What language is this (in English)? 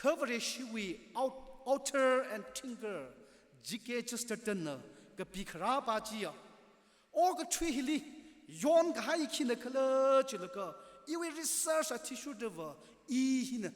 Tangkhul Naga (India)